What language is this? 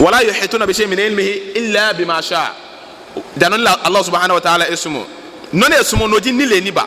Ga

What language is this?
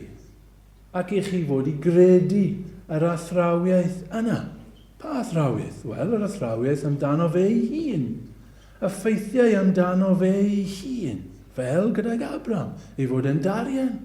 Welsh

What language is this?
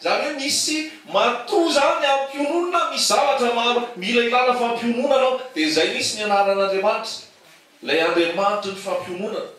Malagasy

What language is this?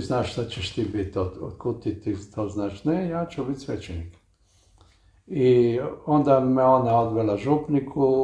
Croatian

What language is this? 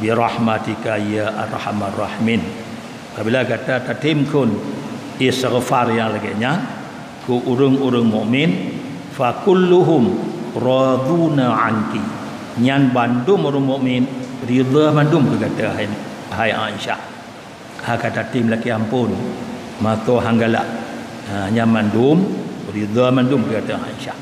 Achinese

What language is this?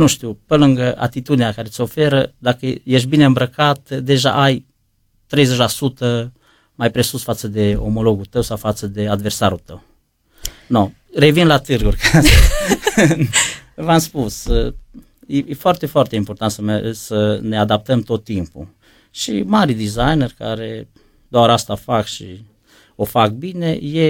Romanian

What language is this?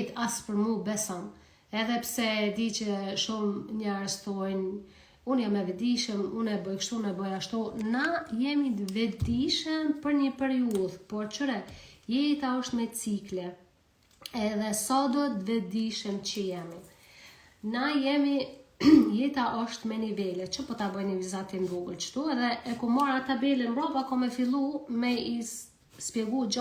Albanian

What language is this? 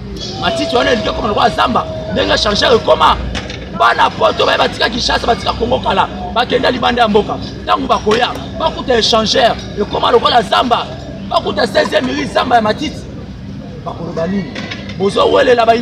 Lingala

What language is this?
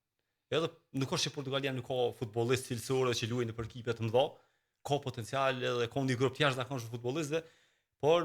Albanian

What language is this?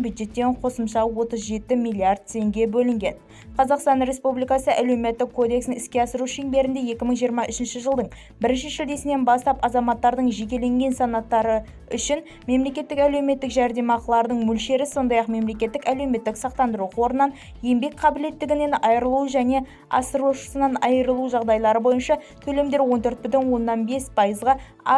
Kazakh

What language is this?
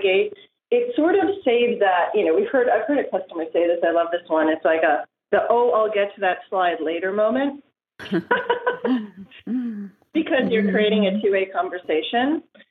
English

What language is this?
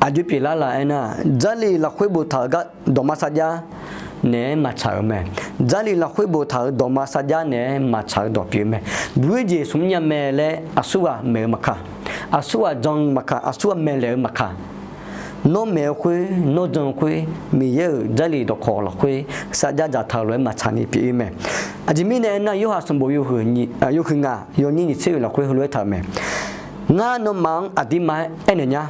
Akha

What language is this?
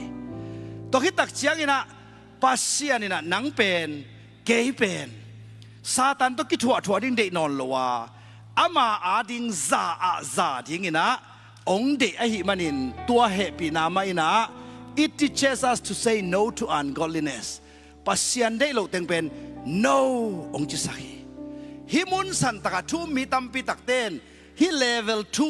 Tedim Chin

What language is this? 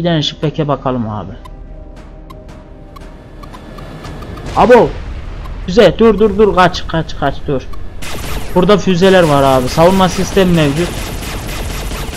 Turkish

